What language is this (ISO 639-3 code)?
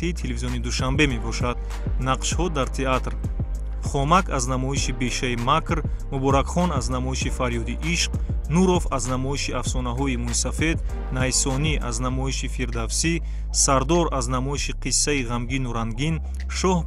tgk